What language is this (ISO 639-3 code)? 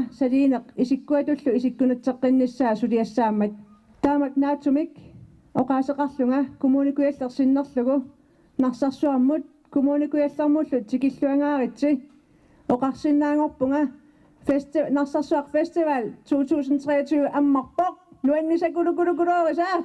kal